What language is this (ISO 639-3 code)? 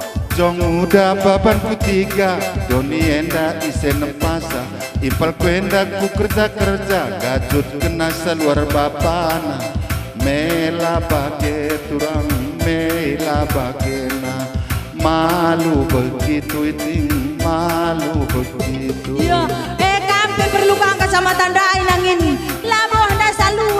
btx